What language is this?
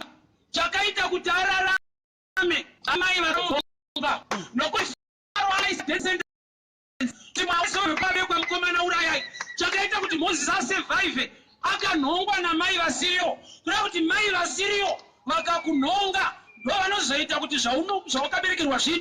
Shona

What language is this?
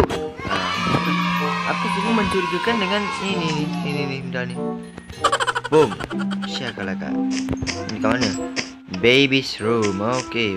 Malay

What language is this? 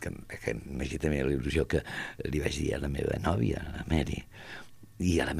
Catalan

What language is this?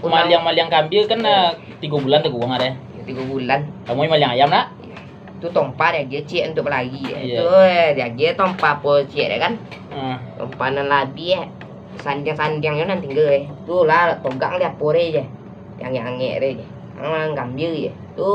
Minangkabau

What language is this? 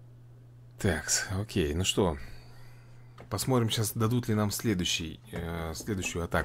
Russian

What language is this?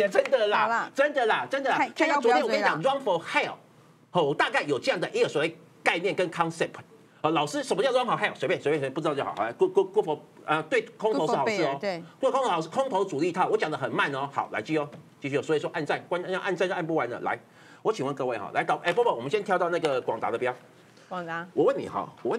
Chinese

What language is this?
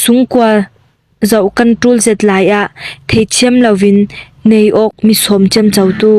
Falam Chin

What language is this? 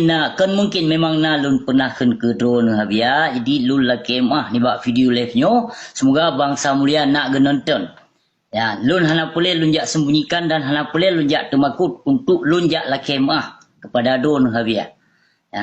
Achinese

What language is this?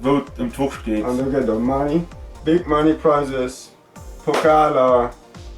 Luxembourgish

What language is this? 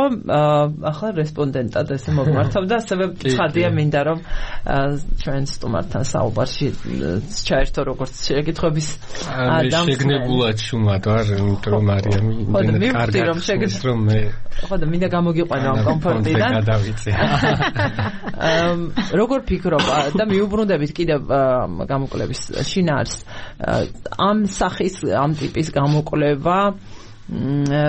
Georgian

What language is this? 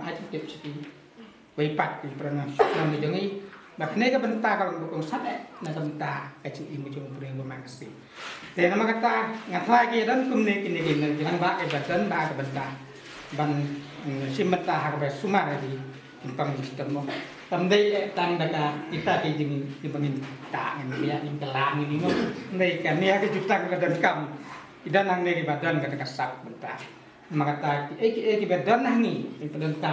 Khasi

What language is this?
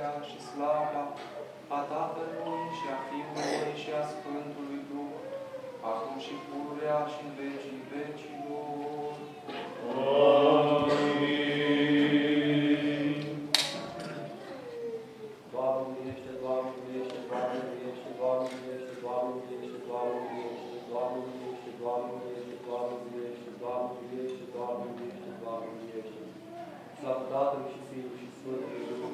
Romanian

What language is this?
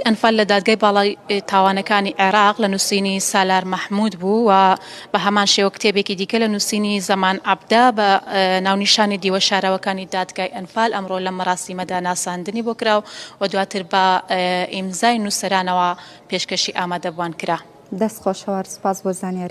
Central Kurdish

